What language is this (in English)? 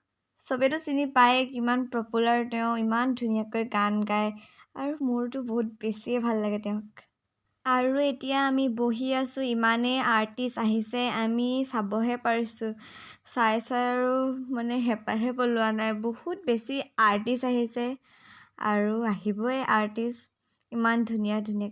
Assamese